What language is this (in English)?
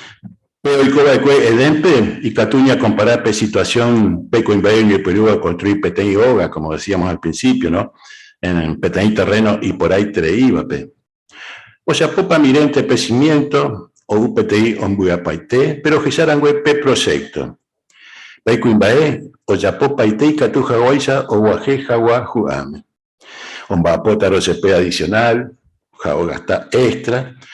Guarani